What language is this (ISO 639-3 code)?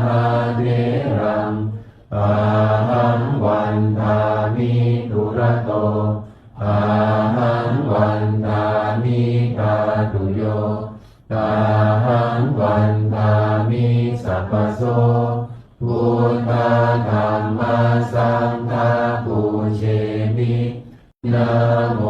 pli